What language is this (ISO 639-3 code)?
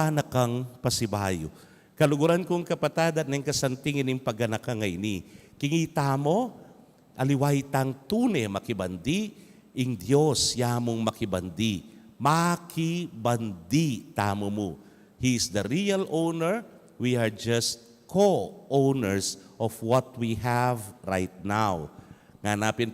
pam